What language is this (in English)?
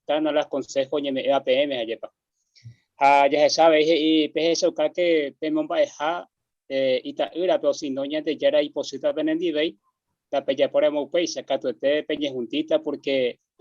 Guarani